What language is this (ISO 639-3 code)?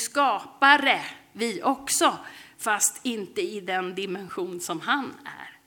swe